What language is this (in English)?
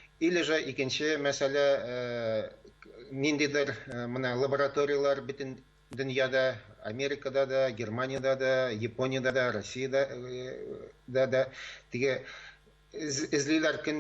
Tatar